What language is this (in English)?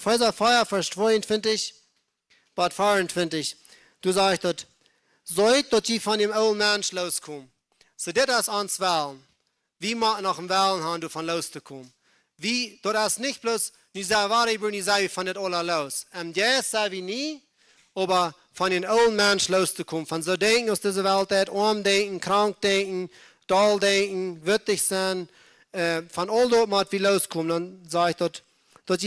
Plautdietsch